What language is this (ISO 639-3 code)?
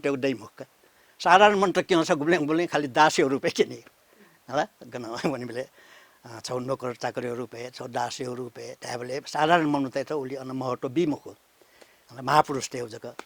new